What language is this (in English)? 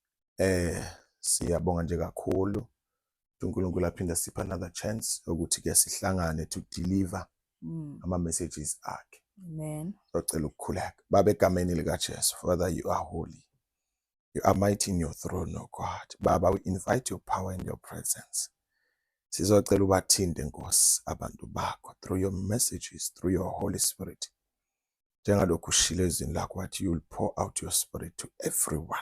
Zulu